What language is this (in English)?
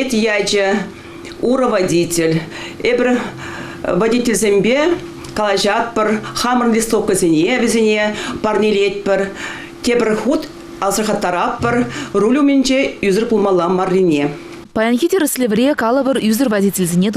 Chuvash